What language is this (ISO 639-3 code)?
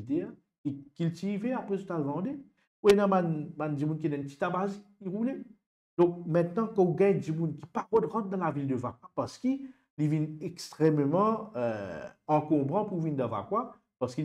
mfe